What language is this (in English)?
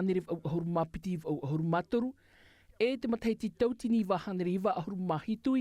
Tahitian